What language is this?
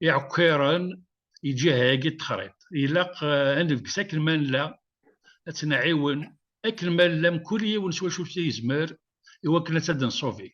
Kabyle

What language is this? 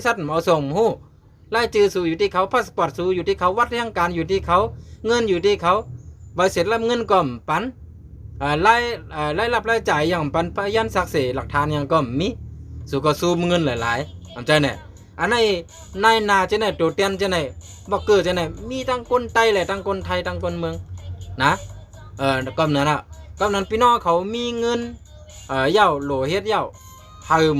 Shan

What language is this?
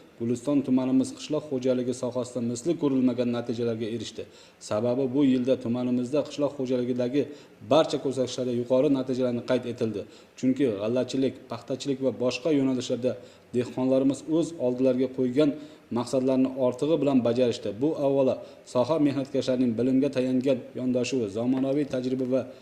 Uzbek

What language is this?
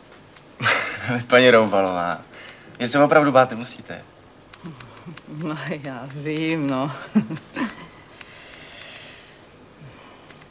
Czech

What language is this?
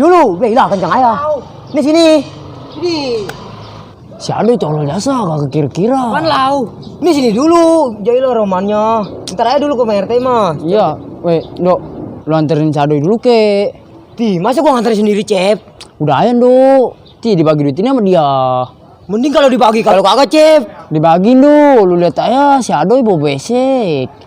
Betawi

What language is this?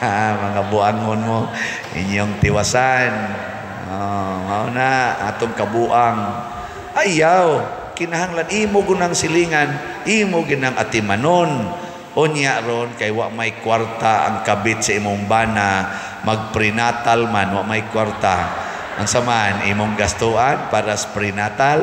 Cebuano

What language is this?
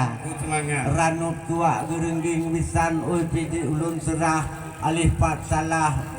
Achinese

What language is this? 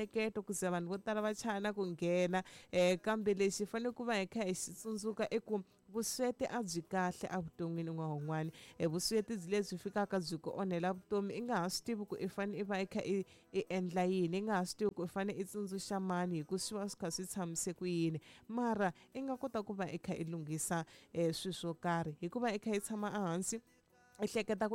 Tsonga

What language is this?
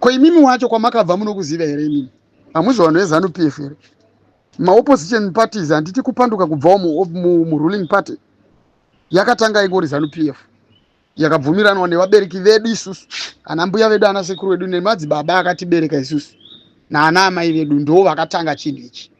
Shona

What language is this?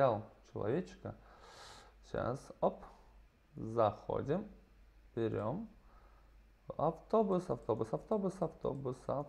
Russian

